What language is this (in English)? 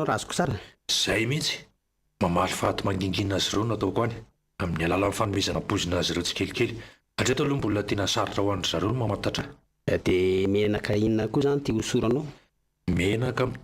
Malagasy